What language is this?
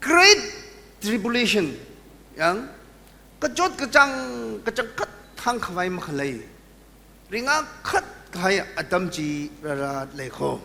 Tangkhul Naga (India)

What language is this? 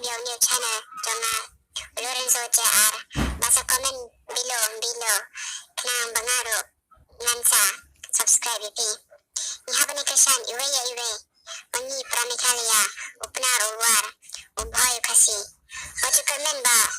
Khasi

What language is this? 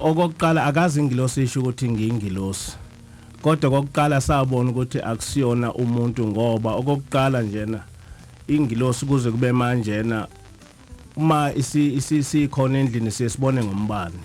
Zulu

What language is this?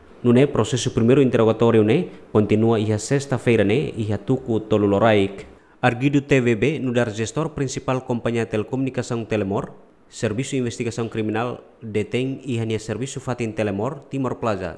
Tetum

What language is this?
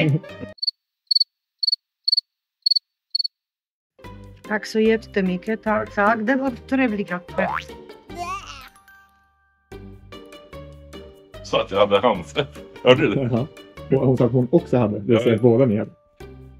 Swedish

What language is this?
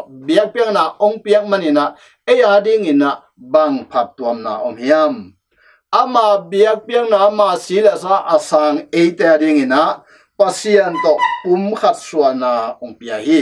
Tedim Chin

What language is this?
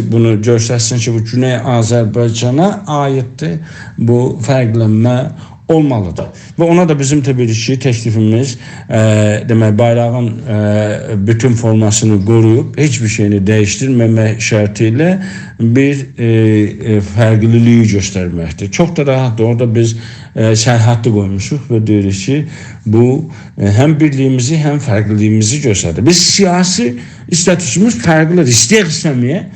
South Azerbaijani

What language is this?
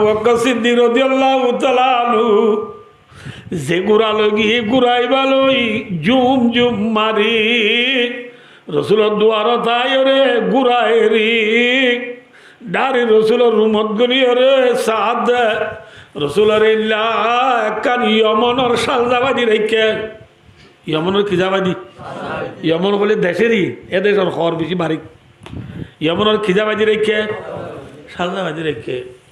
Rohingya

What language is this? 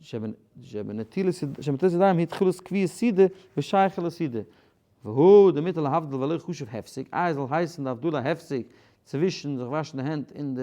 Yiddish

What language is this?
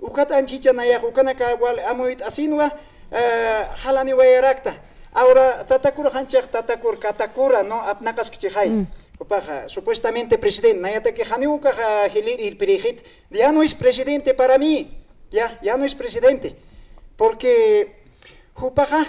Aymara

